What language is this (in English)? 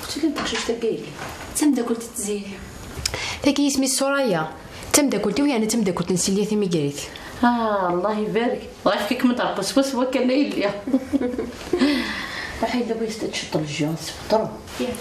Kabyle